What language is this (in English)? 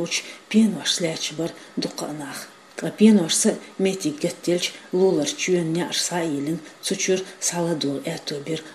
Chechen